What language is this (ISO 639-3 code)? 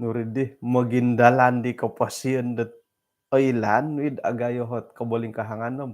dtp